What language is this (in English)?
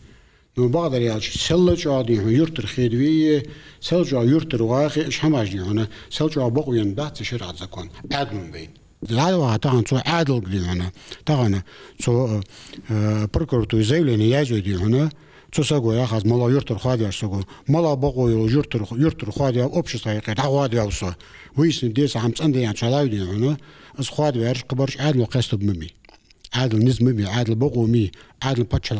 Ingush